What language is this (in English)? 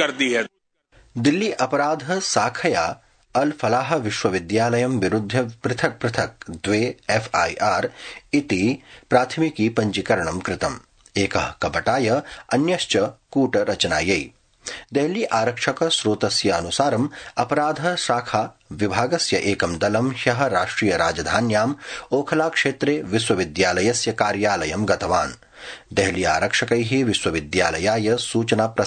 Sanskrit